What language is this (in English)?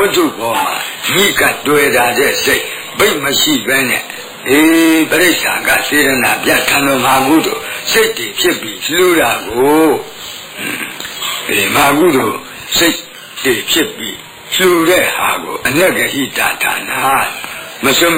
Burmese